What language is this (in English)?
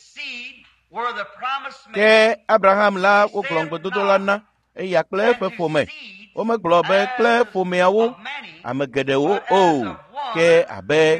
Ewe